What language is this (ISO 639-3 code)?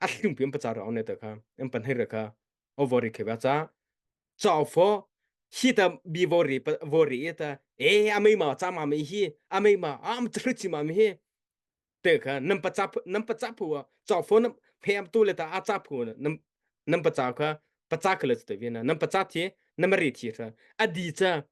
mrh